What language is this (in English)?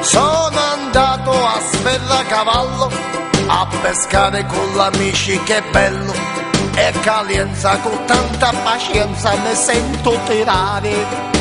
Neapolitan